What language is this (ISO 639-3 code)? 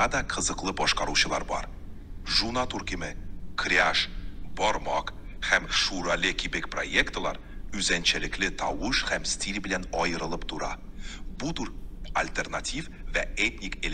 tat